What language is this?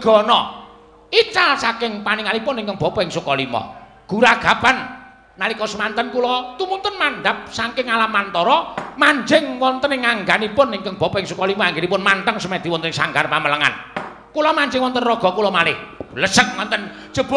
Javanese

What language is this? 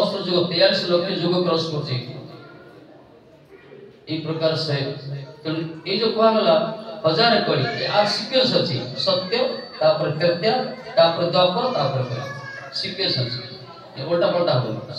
Odia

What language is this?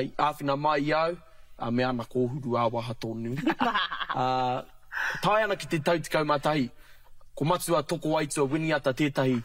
Māori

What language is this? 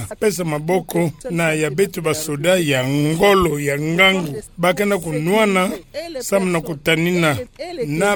Kituba (Democratic Republic of Congo)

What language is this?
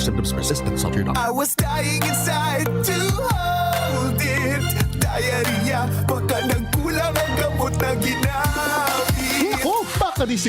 Bikol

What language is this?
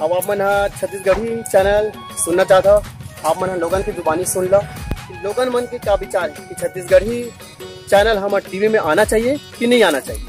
Chhattisgarhi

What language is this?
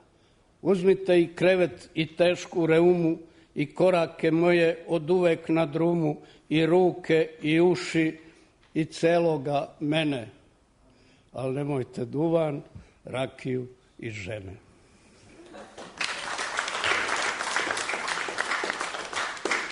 Serbian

